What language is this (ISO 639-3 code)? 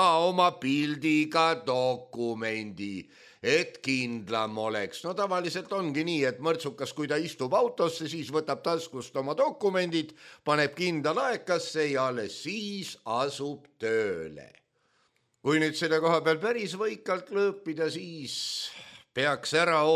est